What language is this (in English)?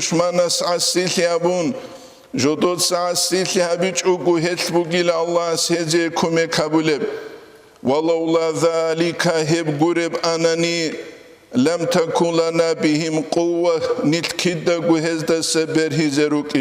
Avaric